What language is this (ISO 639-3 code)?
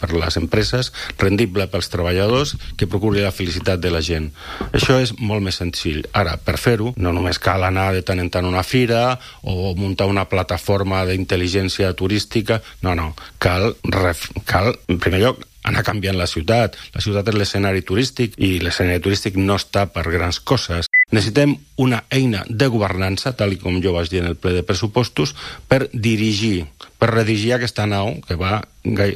cat